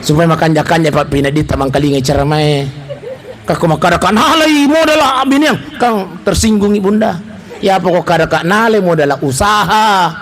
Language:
Buginese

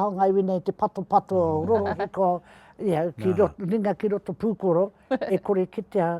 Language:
Māori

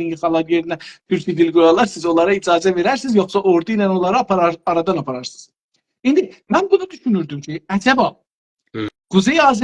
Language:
South Azerbaijani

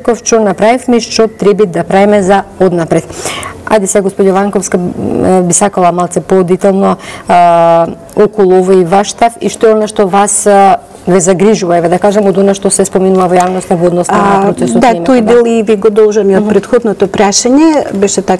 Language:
Macedonian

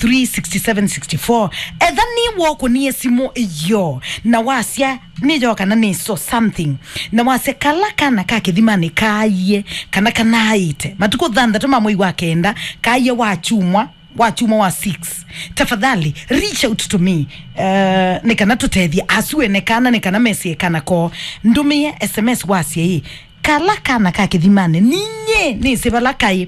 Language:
Kamba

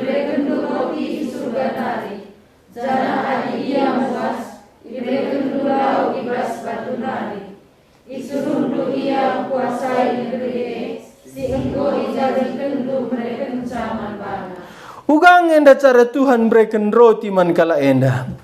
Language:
Batak Karo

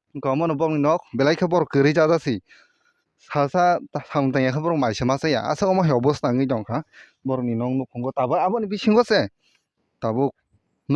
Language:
Kok Borok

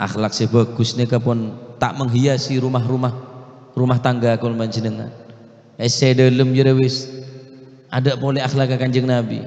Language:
Madurese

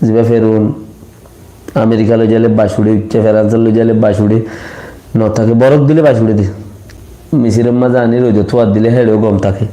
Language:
Rohingya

